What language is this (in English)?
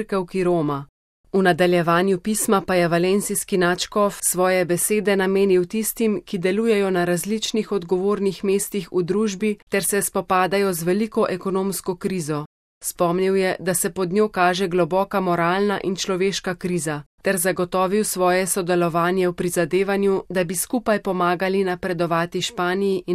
Slovenian